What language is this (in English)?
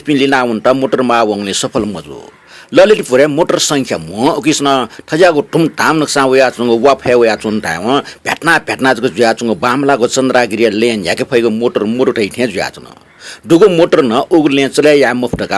Newari